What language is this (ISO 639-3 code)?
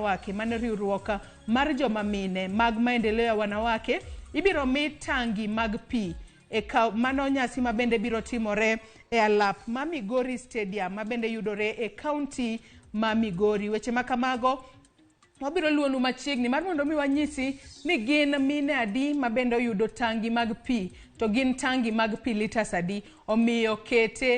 luo